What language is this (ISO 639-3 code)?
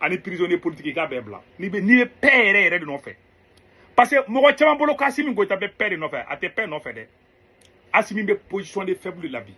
bam